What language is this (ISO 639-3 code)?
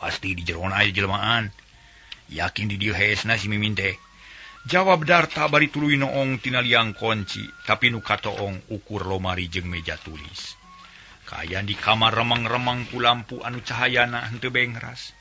sun